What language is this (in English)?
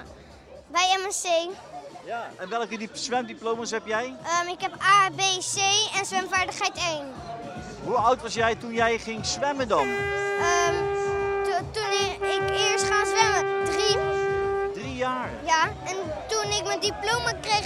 Dutch